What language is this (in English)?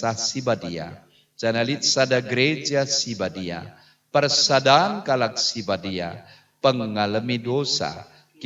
Batak Karo